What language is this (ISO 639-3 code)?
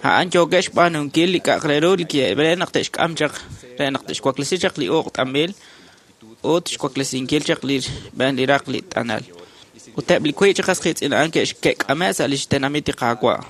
kek